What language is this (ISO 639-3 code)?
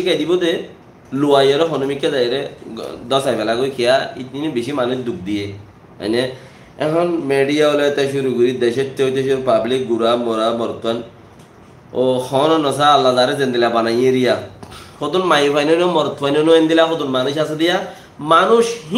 rhg